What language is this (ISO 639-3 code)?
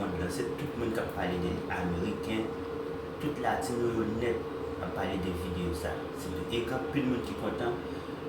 hat